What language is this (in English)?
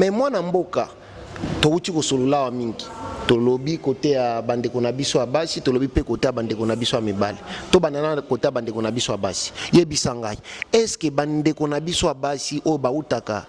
Lingala